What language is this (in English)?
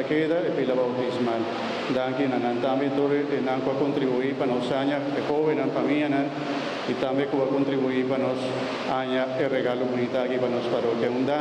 Papiamento